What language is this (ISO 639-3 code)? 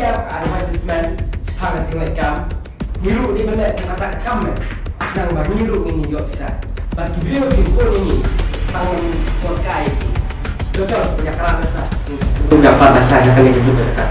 kha